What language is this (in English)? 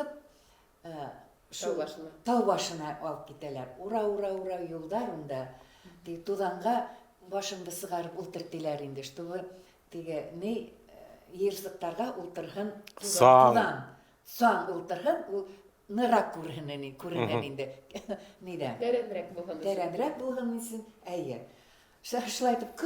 Bashkir